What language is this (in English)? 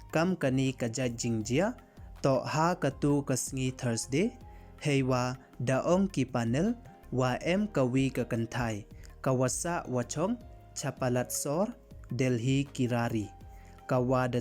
Pnar